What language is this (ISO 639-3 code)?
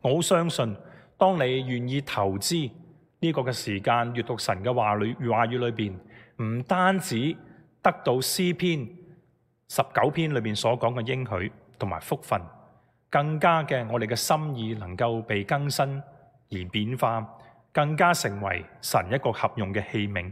yue